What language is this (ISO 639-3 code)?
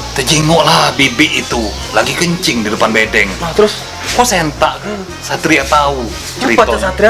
mui